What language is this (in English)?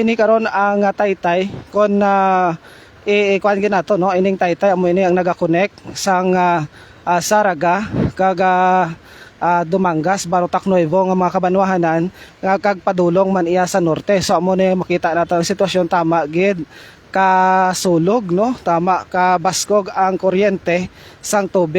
Hiligaynon